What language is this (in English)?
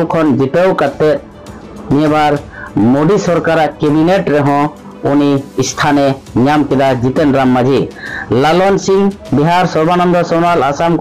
Santali